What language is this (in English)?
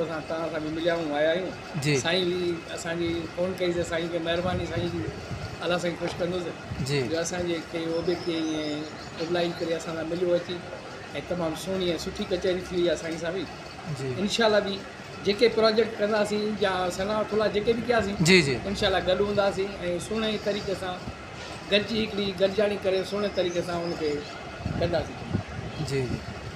Sindhi